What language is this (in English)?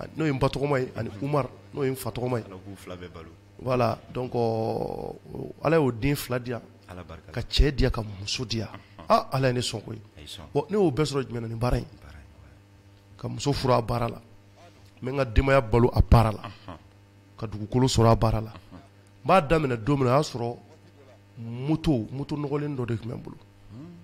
Bambara